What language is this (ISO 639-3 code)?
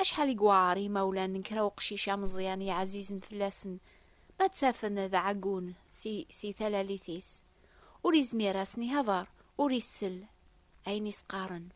kab